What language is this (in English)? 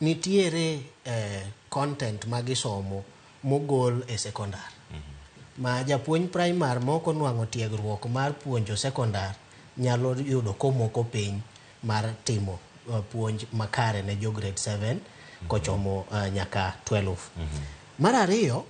Luo (Kenya and Tanzania)